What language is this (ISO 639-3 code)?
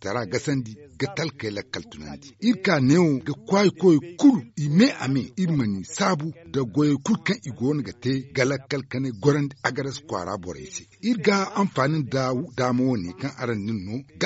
dje